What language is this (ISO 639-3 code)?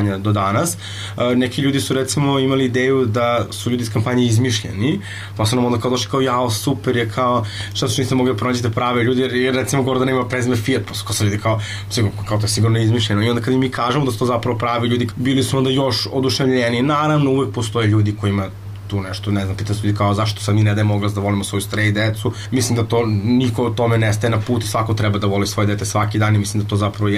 srp